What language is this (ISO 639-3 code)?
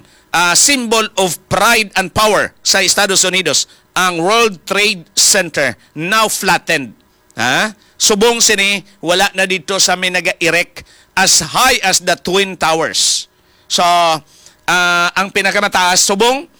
hil